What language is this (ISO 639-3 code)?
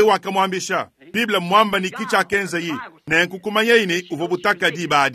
lua